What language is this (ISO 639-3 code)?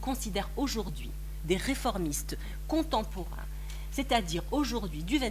fra